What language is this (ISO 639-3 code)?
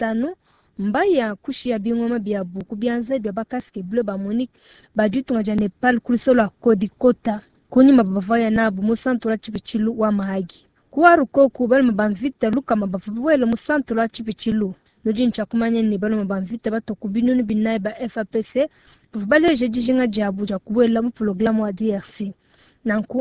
lua